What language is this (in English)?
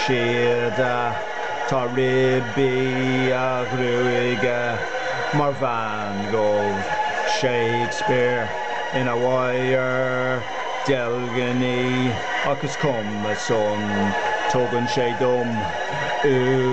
Irish